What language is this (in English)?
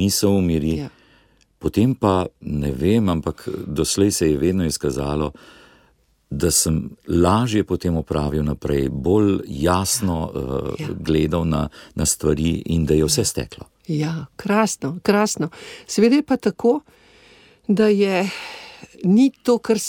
Slovenian